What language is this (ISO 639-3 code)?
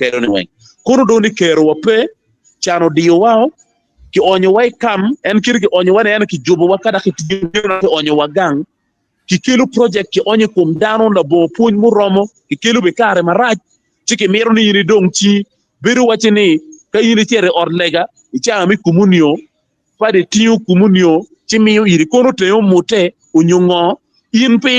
ach